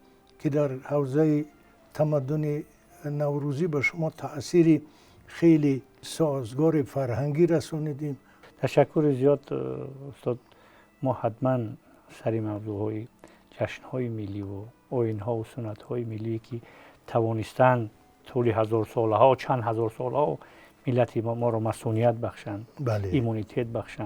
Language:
Tajik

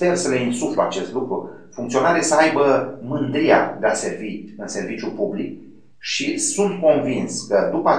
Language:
Romanian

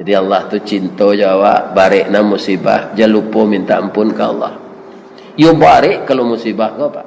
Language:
Minangkabau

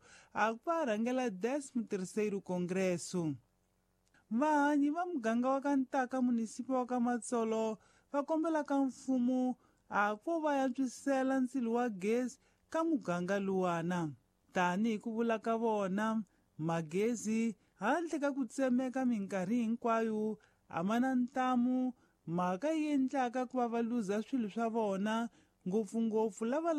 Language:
Tsonga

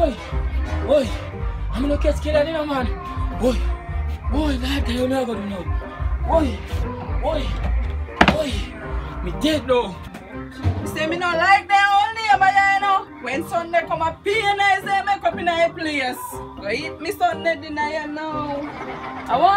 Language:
Jamaican Creole English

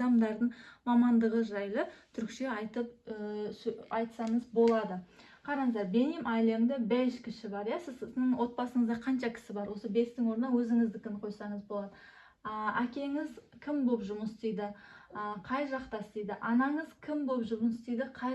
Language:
Kazakh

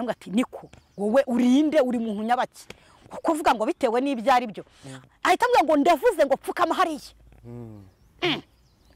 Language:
Kinyarwanda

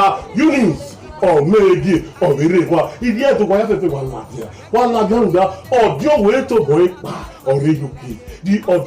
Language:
Nigerian Pidgin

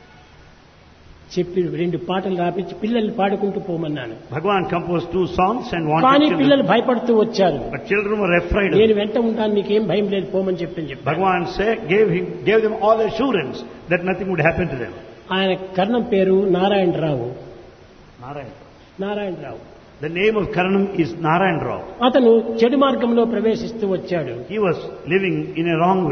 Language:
Telugu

